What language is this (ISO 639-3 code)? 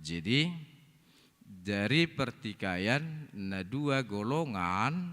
bbc